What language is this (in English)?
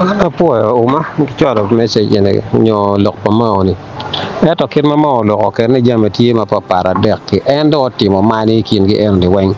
Acoli